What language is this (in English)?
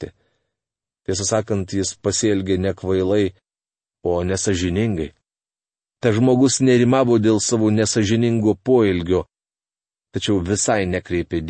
Lithuanian